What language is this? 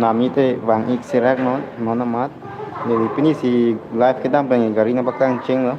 Karbi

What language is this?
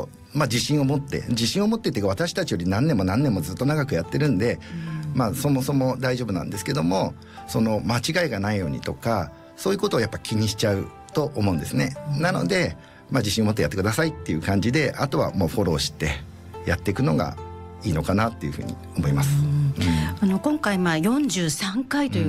Japanese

